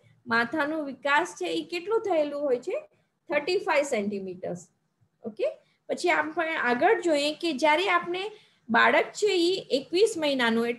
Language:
Gujarati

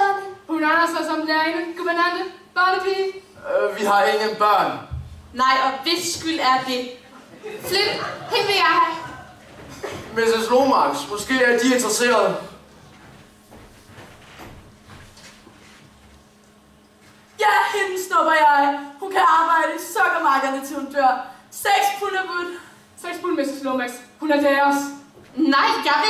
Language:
Danish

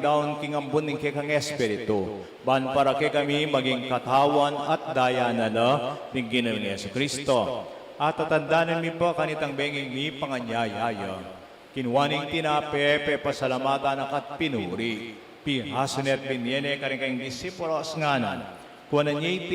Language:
Pampanga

